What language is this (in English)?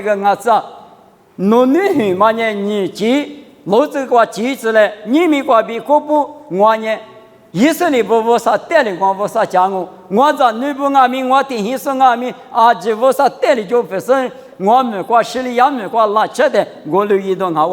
Lisu